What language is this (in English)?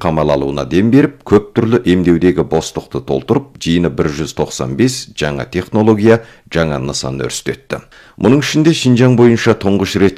Kazakh